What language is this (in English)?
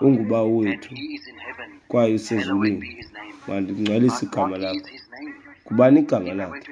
Xhosa